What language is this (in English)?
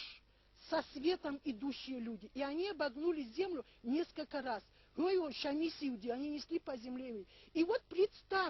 Ossetic